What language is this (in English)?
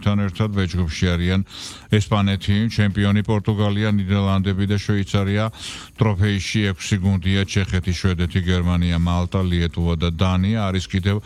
Georgian